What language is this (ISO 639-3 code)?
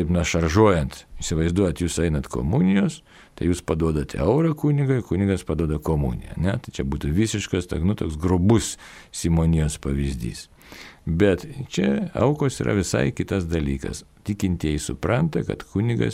lit